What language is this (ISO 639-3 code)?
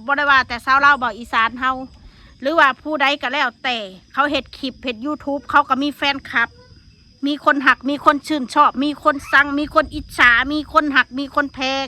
tts